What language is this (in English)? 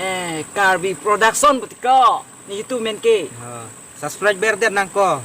Karbi